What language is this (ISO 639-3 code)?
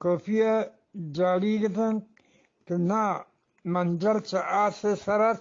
bgp